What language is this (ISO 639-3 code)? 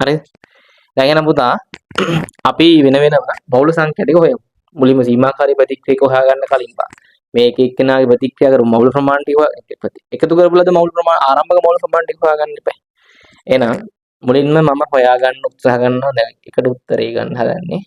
sin